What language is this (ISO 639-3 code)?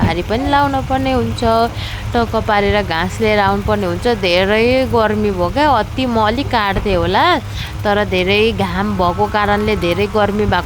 nep